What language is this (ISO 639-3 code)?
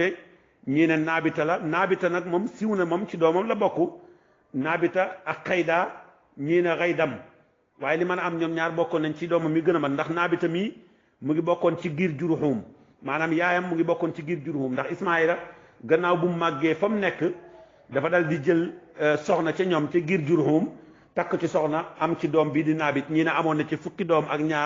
wol